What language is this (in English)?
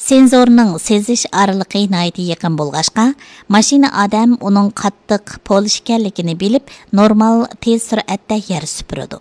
Uyghur